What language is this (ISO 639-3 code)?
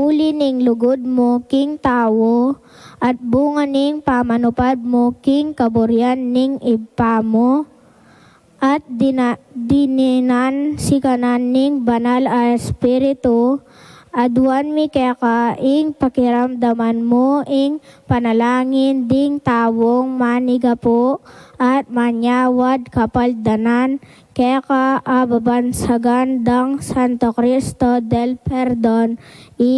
pam